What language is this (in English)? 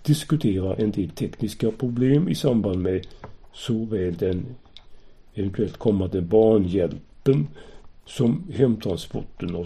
Swedish